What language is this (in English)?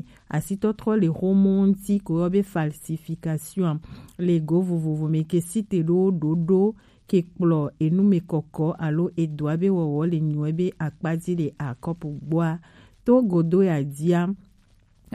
Gen